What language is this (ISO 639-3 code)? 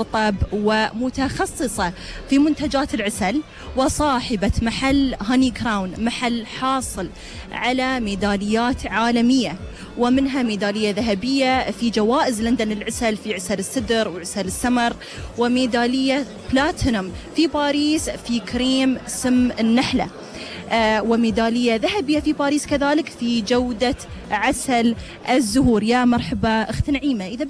afb